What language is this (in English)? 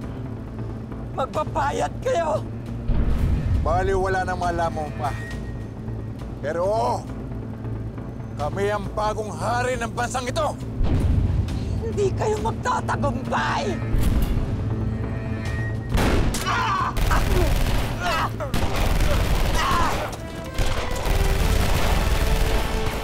Filipino